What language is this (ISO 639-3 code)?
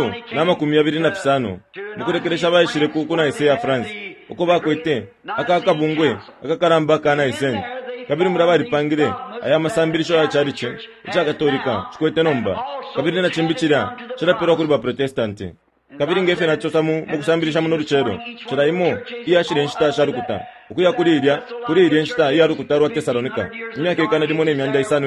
bem